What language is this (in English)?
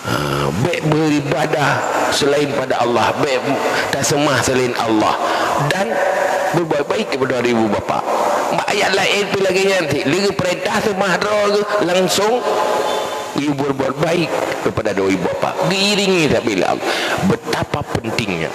Achinese